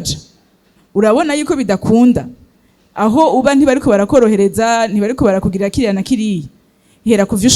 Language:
Rundi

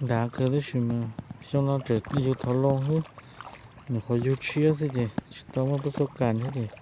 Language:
Hmong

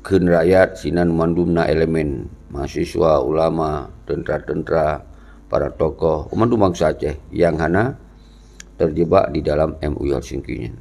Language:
Achinese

